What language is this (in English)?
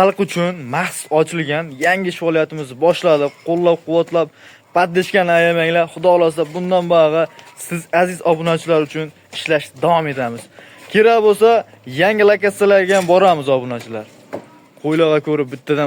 Uzbek